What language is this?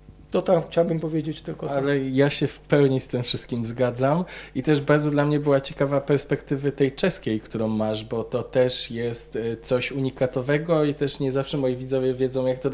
Polish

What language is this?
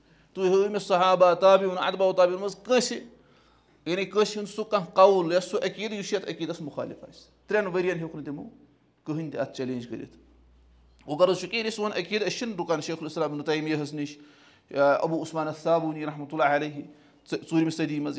Kashmiri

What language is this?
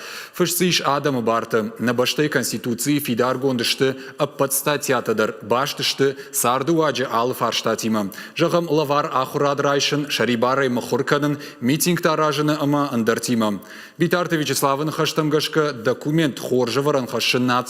Ossetic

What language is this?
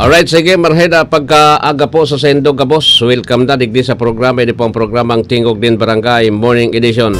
Bikol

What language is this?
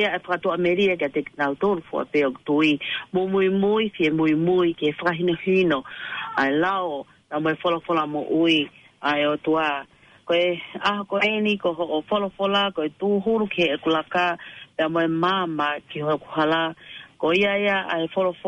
Tongan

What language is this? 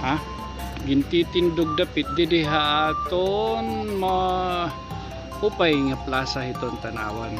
Waray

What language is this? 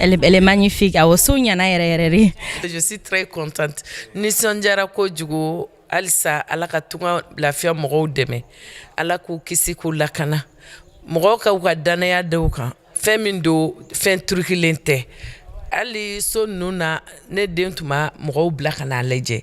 Bambara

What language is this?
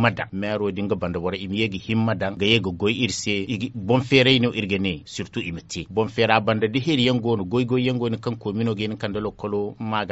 Zarma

